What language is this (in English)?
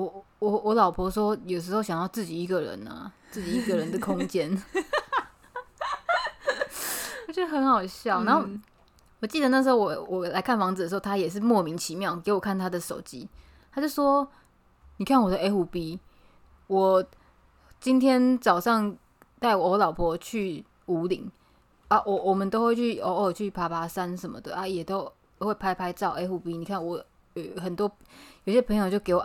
Chinese